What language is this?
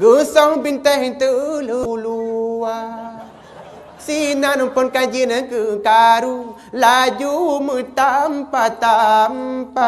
Achinese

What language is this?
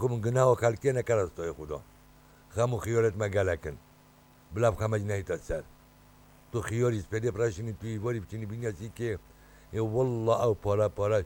Kurdish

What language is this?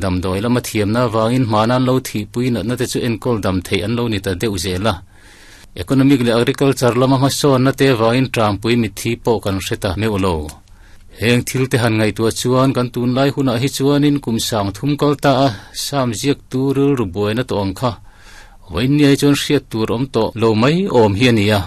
Mizo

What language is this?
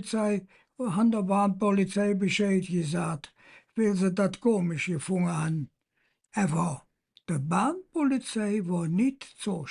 Colognian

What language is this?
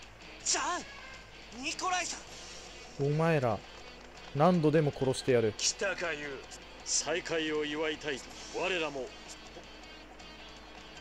Japanese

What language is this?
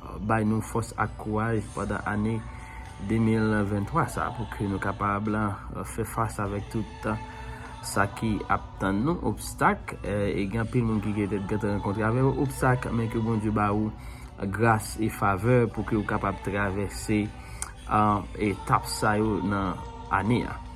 Haitian Creole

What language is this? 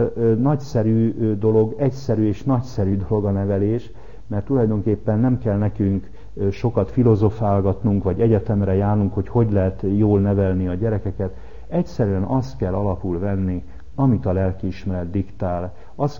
Hungarian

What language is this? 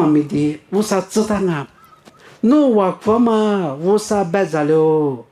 Lisu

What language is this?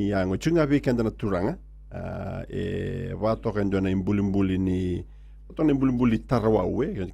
Fijian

